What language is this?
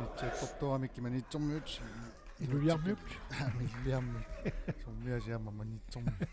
Kalaallisut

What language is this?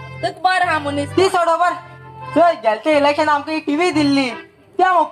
Konkani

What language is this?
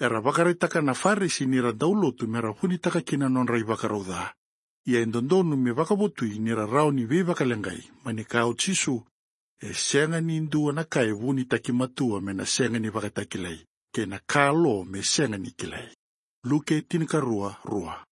Fijian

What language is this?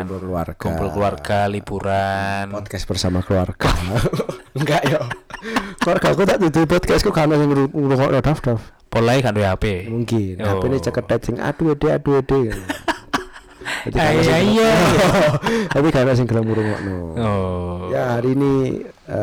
Indonesian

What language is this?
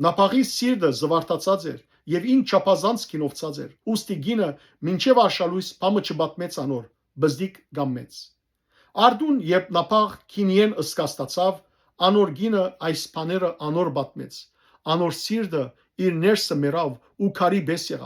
Western Armenian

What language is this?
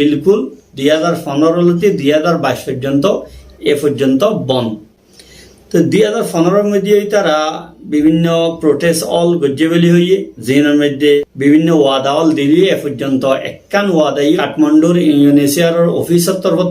Rohingya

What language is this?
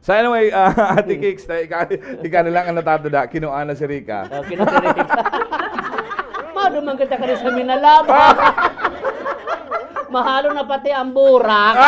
Bikol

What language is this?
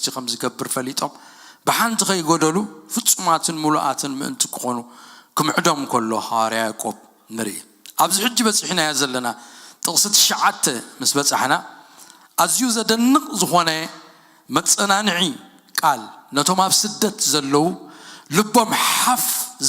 Tigrinya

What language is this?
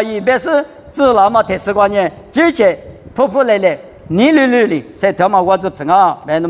Lisu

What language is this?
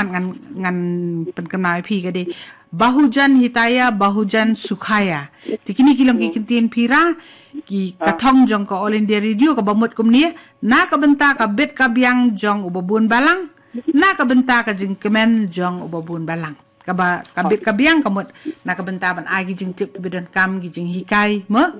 Khasi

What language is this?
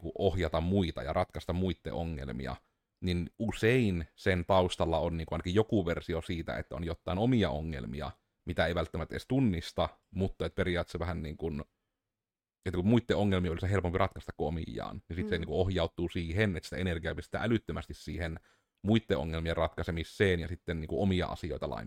Finnish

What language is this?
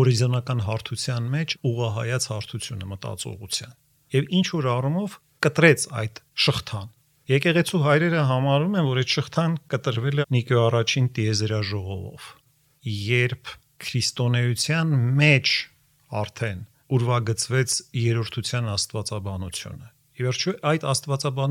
Armenian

